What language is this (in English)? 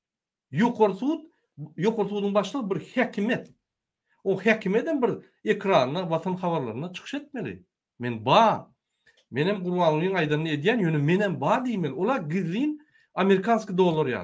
Turkmen